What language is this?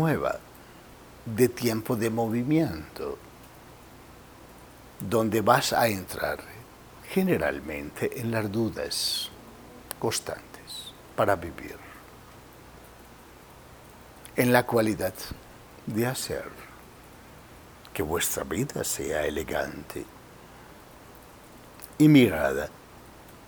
Spanish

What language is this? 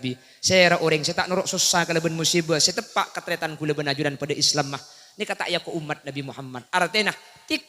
Madurese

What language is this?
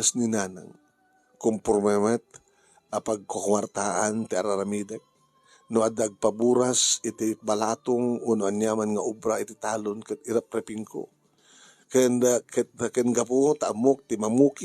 Iloko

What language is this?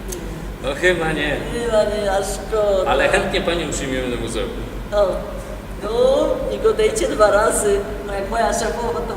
Silesian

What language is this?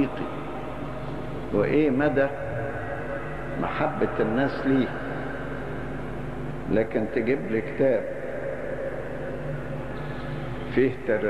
Egyptian Arabic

